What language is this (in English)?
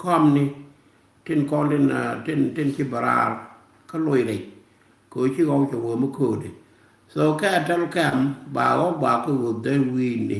Nuer